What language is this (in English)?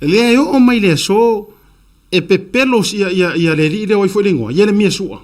Samoan